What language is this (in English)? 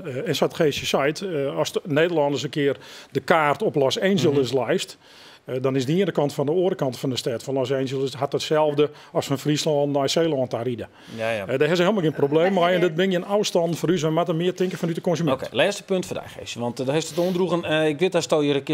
Western Frisian